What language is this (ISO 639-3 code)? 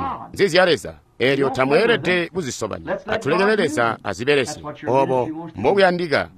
toi